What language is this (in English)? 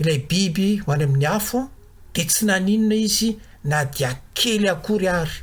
Malagasy